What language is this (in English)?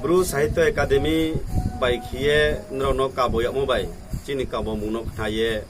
Riang (India)